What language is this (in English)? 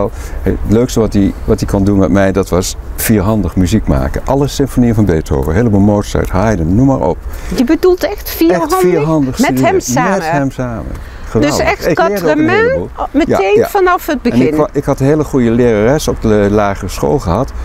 Dutch